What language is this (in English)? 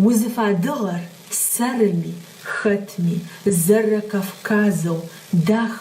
Adyghe